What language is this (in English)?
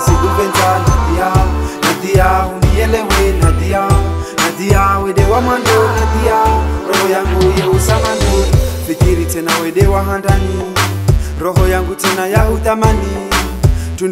Swahili